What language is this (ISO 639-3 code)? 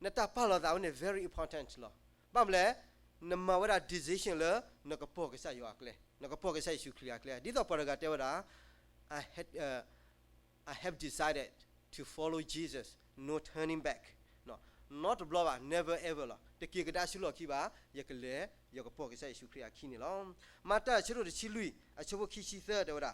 ksw